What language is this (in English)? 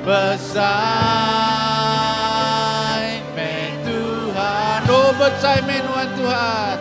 Iban